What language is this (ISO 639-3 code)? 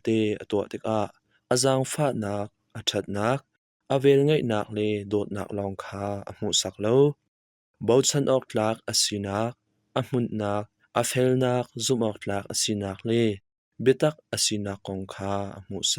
cnh